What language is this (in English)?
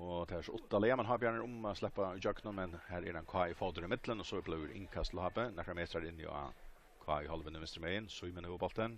Faroese